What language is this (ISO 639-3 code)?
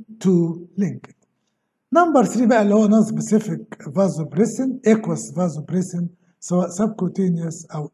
arz